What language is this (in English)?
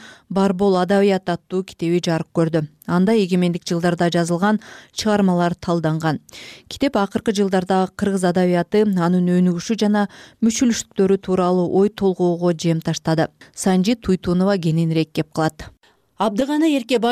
Kyrgyz